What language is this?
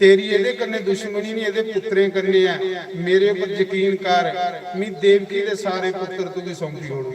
Dogri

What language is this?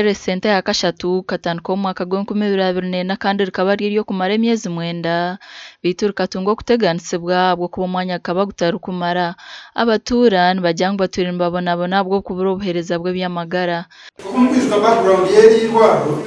Nyankole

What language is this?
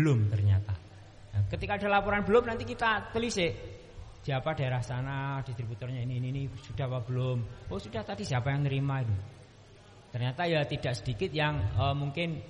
Indonesian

